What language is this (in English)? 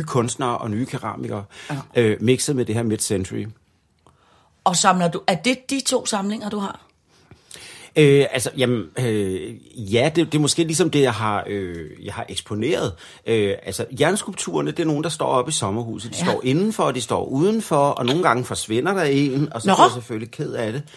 Danish